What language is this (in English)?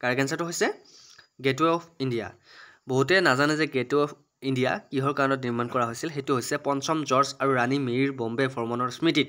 Assamese